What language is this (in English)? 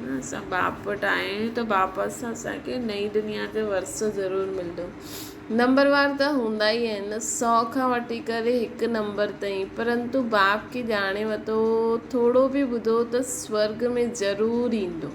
Sindhi